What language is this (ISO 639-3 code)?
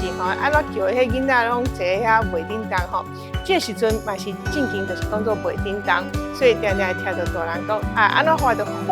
nan